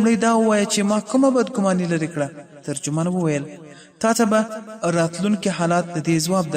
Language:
Pashto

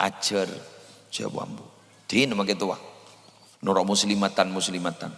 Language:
Madurese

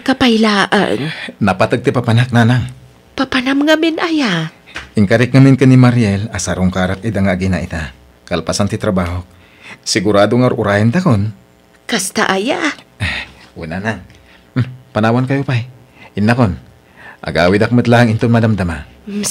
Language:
Iloko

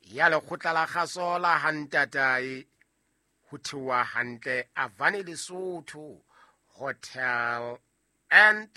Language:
Southern Sotho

